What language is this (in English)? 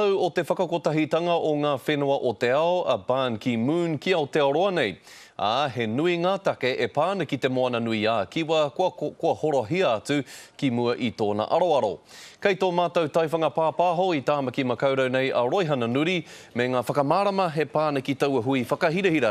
Māori